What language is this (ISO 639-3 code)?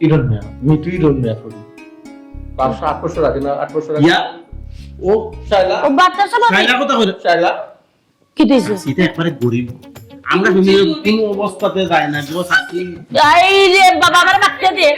syl